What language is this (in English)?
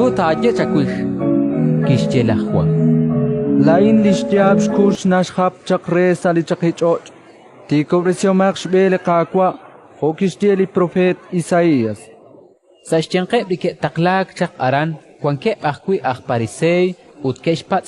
Kekchí